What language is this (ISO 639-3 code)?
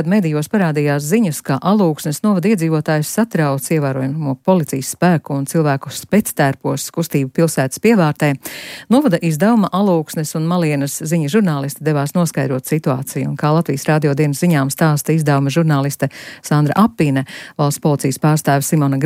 lav